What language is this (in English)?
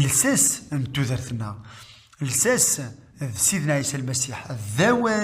Kabyle